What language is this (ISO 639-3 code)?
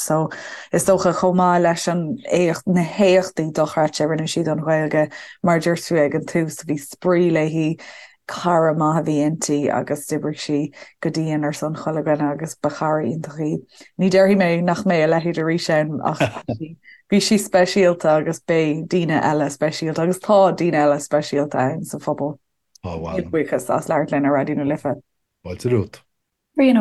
gle